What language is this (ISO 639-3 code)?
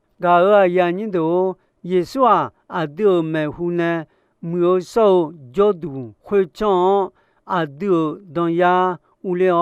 ahk